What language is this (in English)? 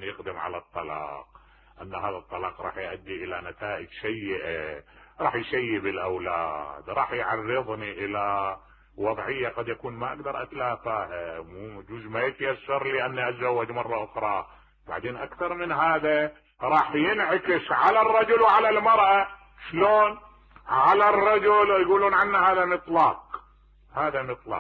Mesopotamian Arabic